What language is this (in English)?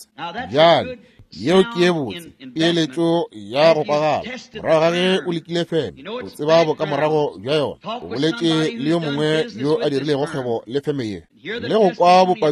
Northern Sotho